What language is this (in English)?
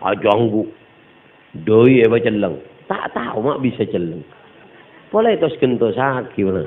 Madurese